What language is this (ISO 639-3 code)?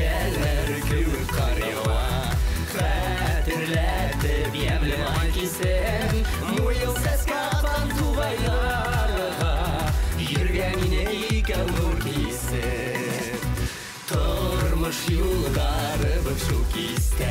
bak